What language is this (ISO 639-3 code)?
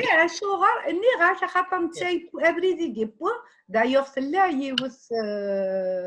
kab